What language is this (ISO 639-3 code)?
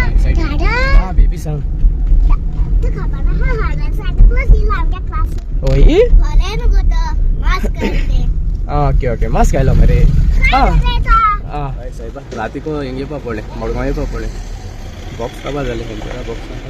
kok